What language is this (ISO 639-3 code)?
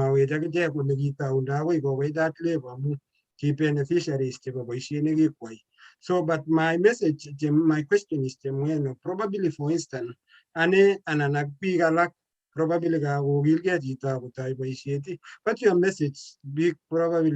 kln